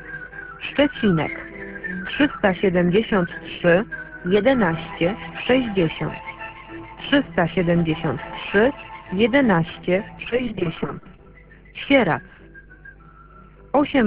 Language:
Polish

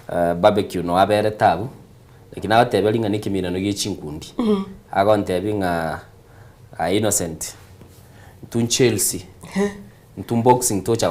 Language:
Gusii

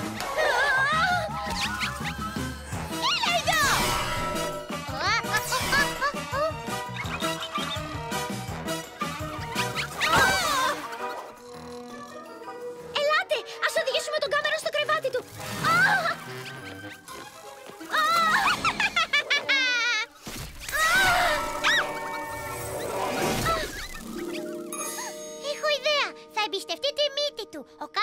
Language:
Greek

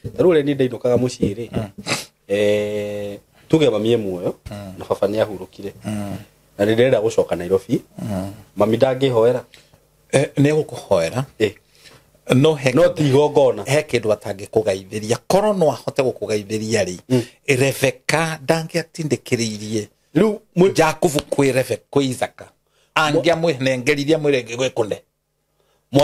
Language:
Kikuyu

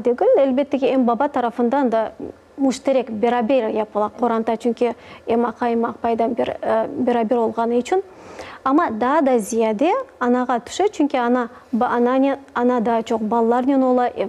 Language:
Crimean Tatar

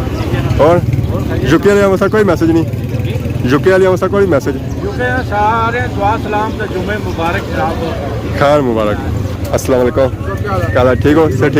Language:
Pahari-Potwari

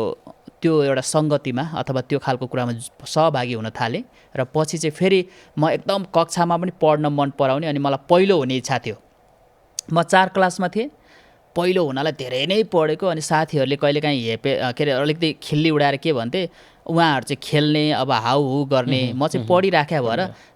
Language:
Nepali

